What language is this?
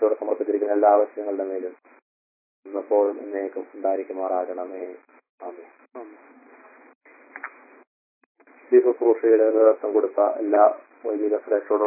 Malayalam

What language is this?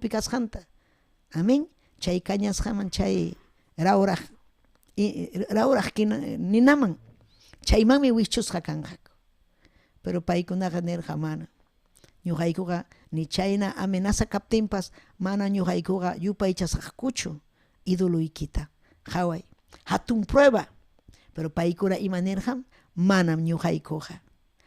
Ayacucho Quechua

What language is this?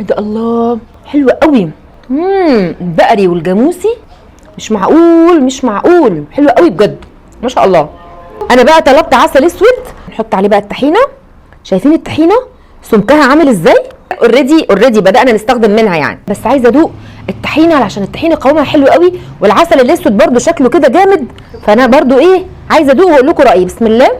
Egyptian Arabic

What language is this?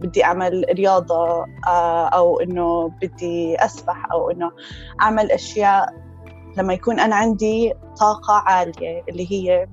North Levantine Arabic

